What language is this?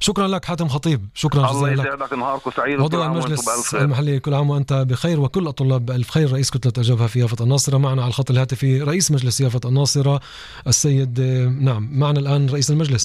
North Levantine Arabic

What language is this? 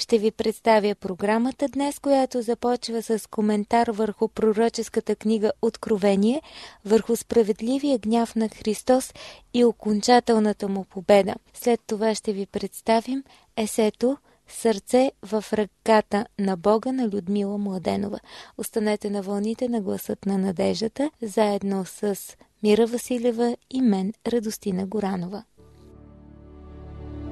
Bulgarian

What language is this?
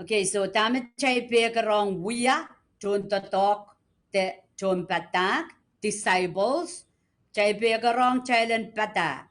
Pohnpeian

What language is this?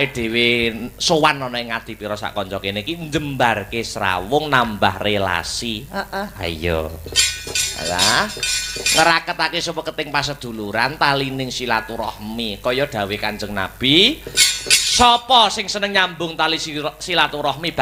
Javanese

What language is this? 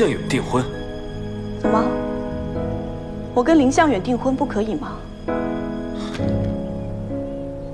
Chinese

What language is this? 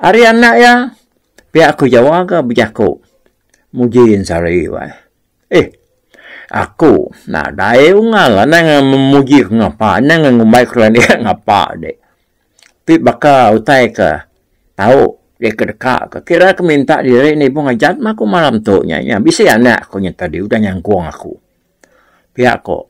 Iban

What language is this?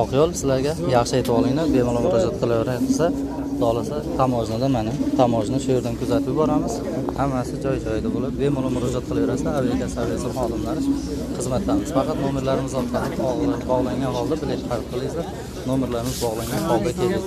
Uzbek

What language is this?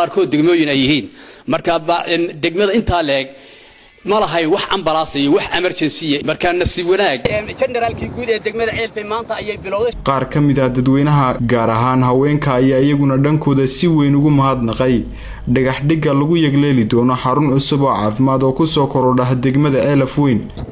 Somali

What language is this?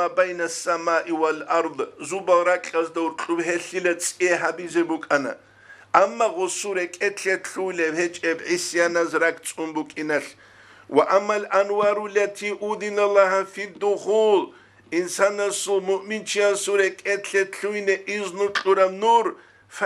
Avaric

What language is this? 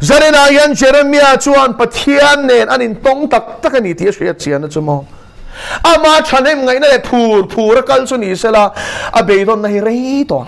Mizo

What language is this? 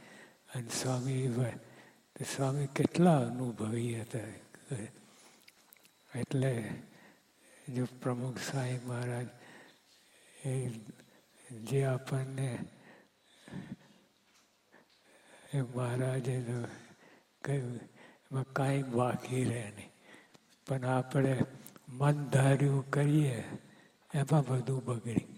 Gujarati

